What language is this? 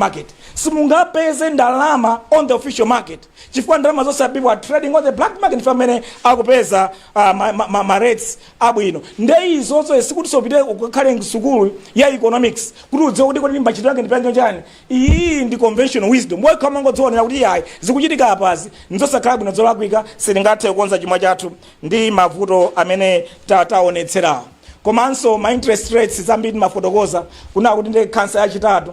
Nyanja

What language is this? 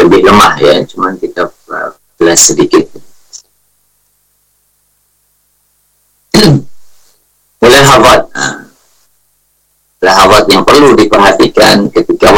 Indonesian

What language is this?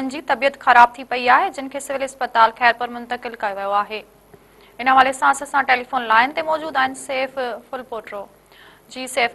Sindhi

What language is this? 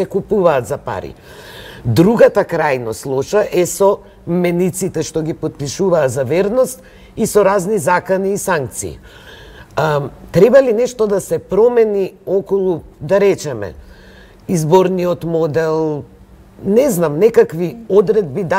Macedonian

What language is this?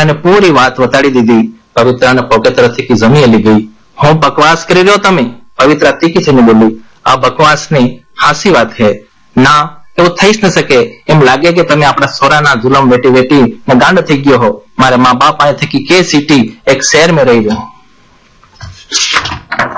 Gujarati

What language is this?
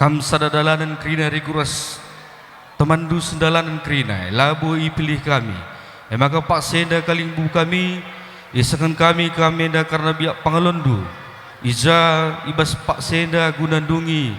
Batak Karo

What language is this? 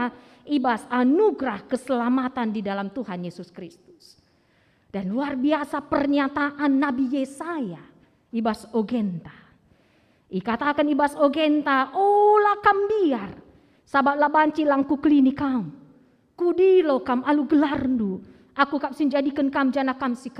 Batak Karo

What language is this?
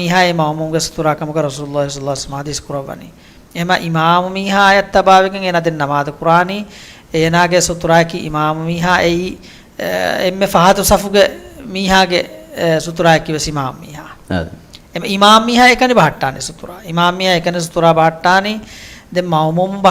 Divehi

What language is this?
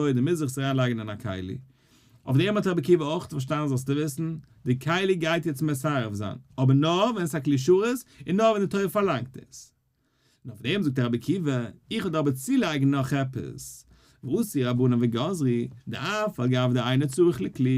Yiddish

